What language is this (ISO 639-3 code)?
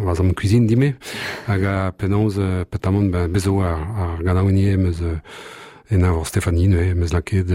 bre